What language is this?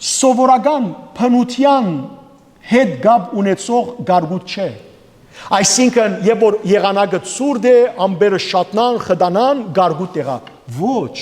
Western Armenian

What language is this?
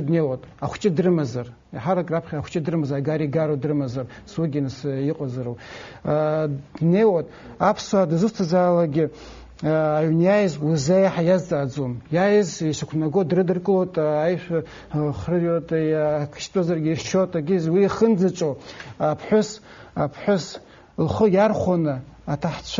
Abkhazian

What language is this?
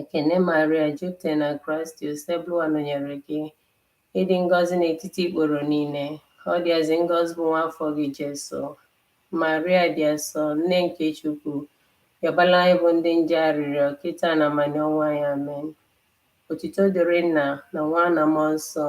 Igbo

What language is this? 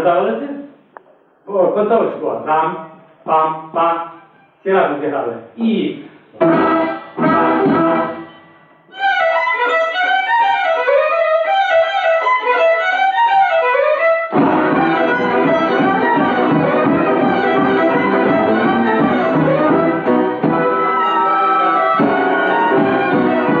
Ukrainian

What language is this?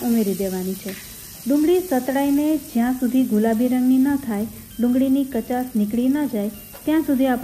Gujarati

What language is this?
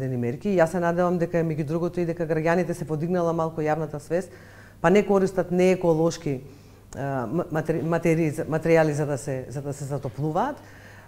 Macedonian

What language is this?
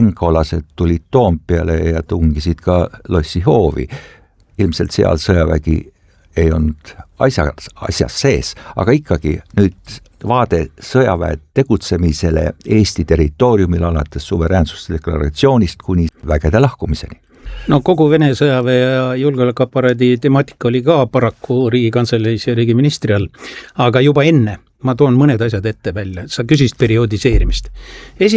Estonian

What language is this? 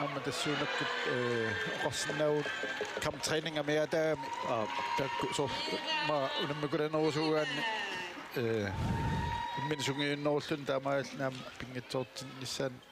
Kalaallisut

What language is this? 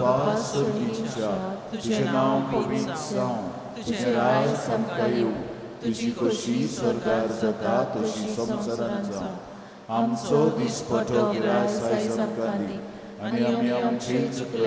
Konkani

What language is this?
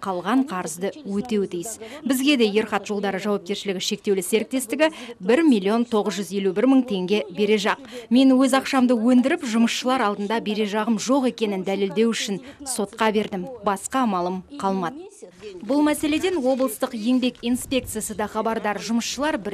Kazakh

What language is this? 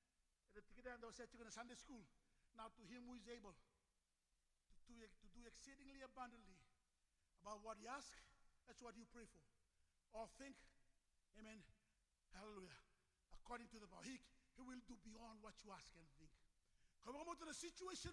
Fijian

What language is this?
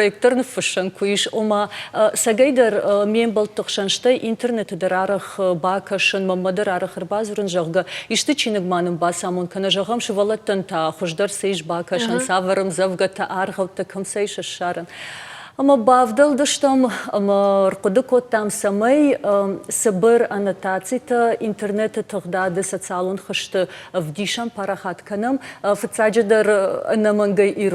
Ossetic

